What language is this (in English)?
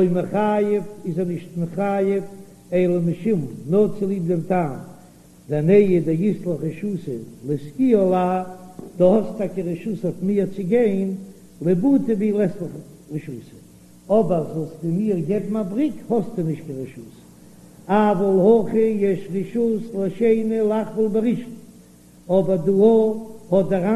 Yiddish